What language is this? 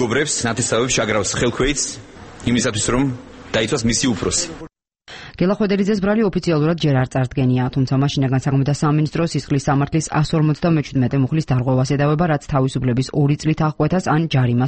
Georgian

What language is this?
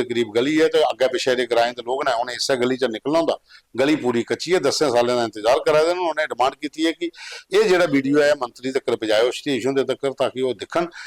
Dogri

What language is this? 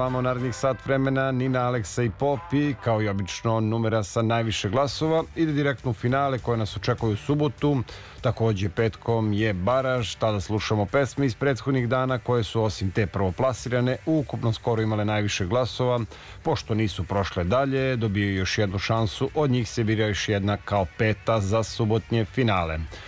Serbian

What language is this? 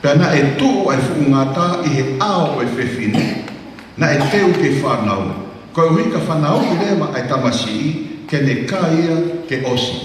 Tongan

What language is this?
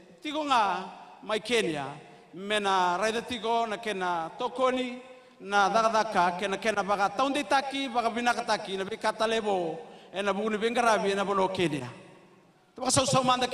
Fijian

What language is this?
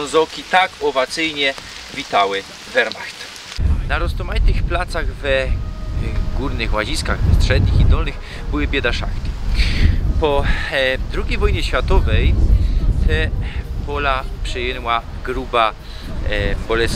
Silesian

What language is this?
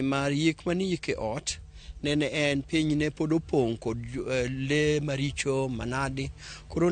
Luo (Kenya and Tanzania)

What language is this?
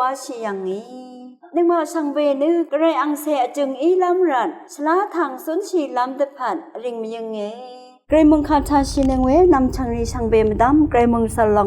Rawang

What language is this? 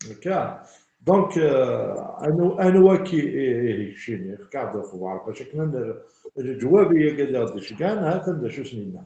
Kabyle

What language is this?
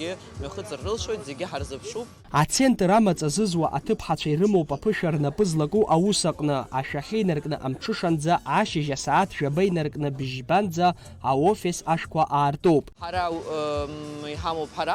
Abkhazian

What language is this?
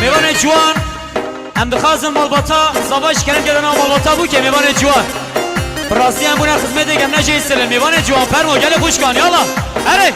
Kurdish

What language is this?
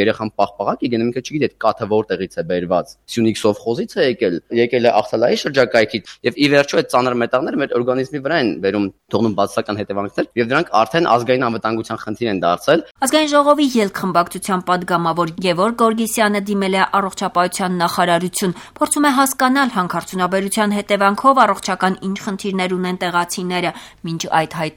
Armenian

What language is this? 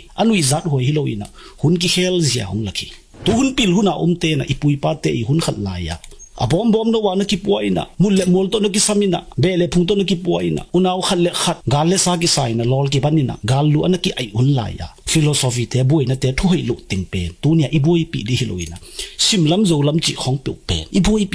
Tedim Chin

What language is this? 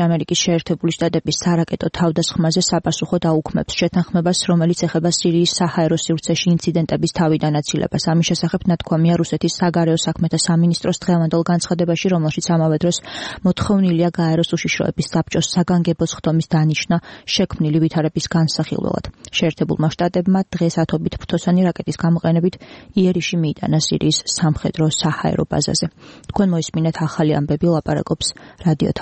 Georgian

